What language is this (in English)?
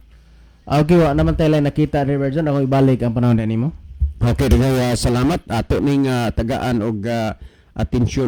Cebuano